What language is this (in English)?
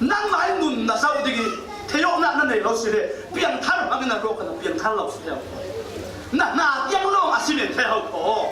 Falam Chin